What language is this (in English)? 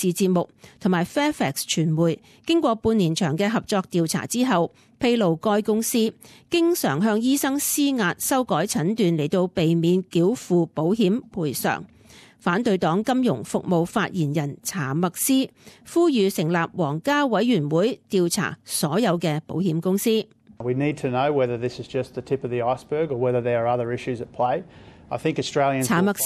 Cantonese